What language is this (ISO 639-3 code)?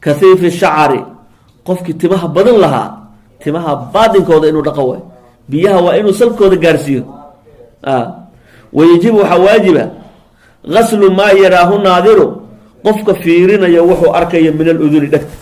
som